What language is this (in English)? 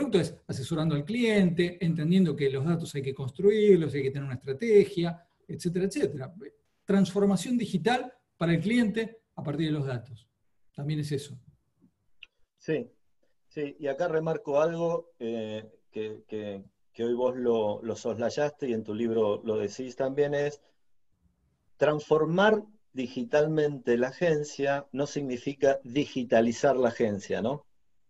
Spanish